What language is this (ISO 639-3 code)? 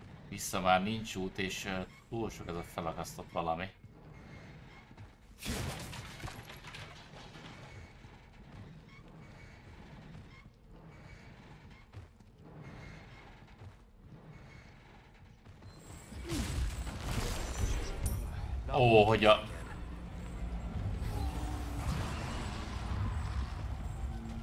hun